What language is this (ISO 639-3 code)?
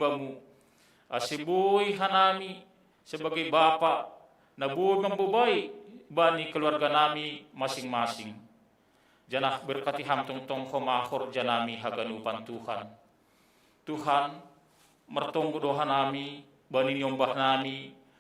bts